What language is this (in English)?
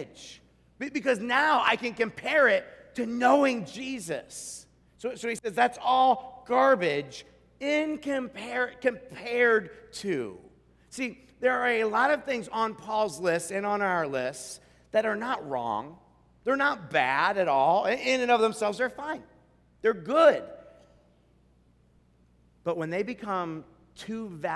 English